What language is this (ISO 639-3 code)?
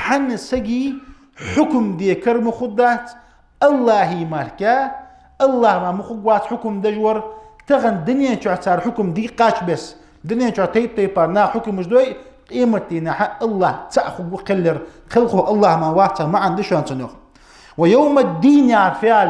inh